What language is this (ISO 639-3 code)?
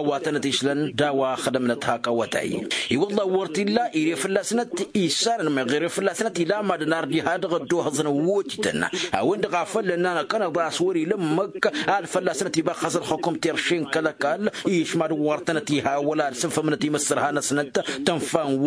taq